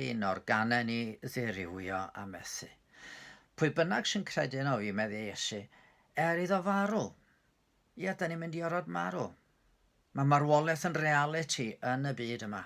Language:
Welsh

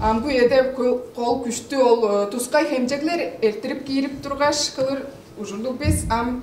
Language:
Tuvinian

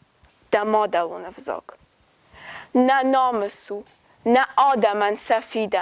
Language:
Ossetic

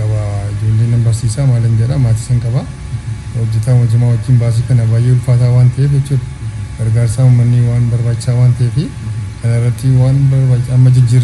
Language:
Oromo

